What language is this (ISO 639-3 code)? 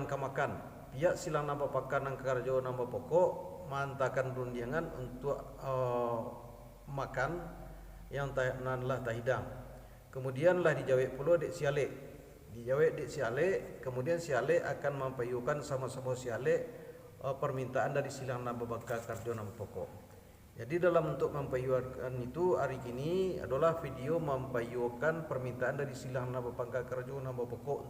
min